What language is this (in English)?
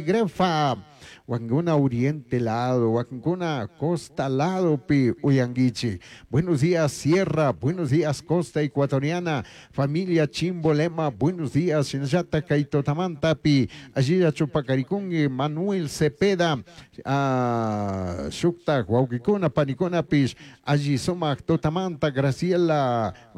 Chimborazo Highland Quichua